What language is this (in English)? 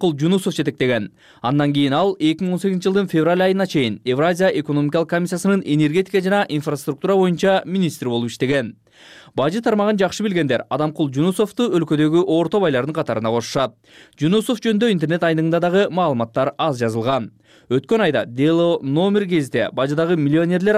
Kyrgyz